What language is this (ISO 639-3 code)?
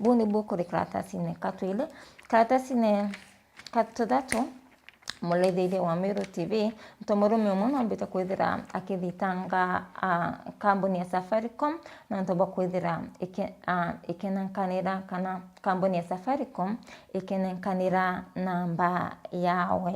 mer